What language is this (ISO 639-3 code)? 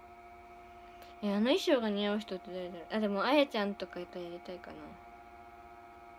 jpn